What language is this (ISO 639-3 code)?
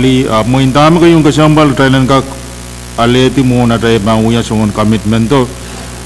pon